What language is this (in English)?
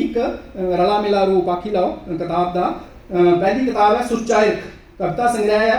Dogri